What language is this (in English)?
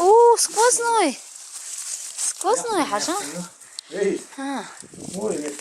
Chechen